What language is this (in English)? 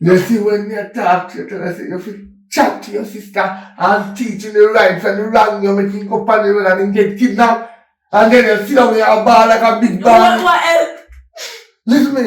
Jamaican Creole English